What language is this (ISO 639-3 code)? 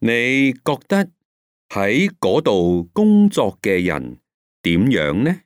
yue